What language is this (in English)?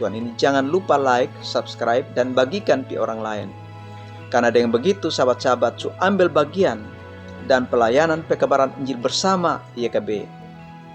Kupang Malay